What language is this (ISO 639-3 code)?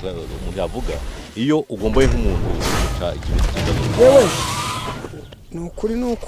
kin